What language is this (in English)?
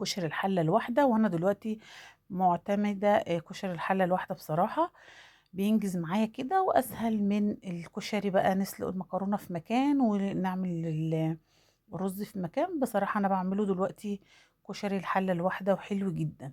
Egyptian Arabic